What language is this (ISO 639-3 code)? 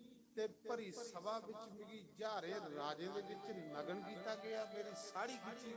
doi